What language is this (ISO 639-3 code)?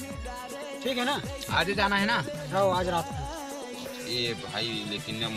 hne